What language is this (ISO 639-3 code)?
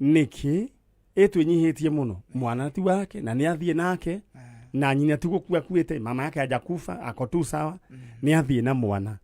kik